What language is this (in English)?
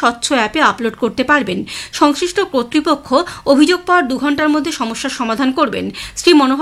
Bangla